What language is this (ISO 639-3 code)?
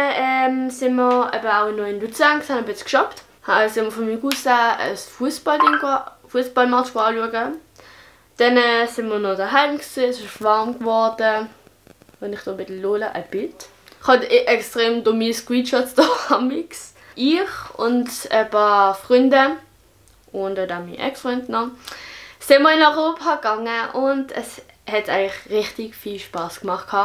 gsw